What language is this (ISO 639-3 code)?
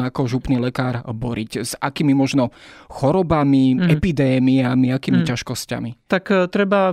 slk